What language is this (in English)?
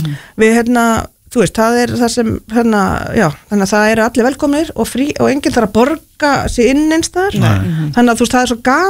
Icelandic